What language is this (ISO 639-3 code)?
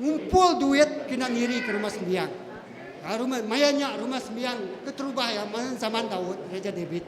iba